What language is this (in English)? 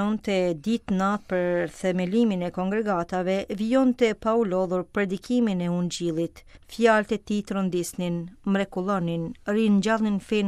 Albanian